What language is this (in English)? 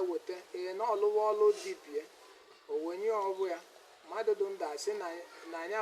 Igbo